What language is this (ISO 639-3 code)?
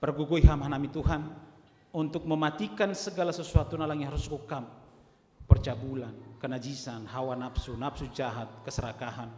bts